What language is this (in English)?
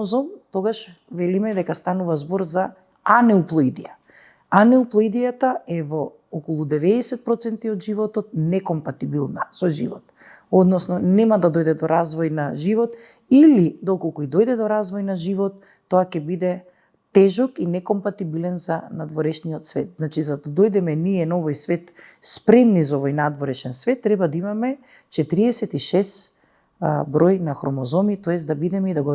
Macedonian